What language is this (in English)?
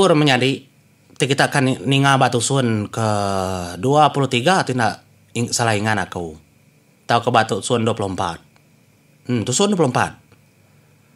Iban